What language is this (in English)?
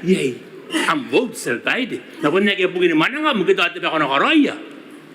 Gilbertese